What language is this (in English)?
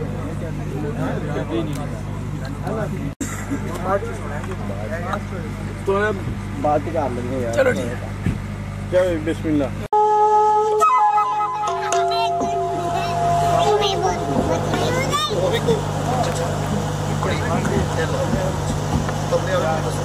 Hindi